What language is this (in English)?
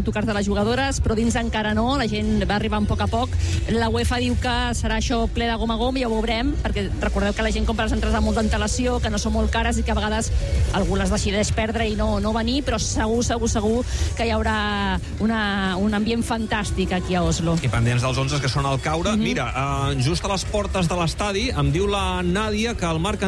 Catalan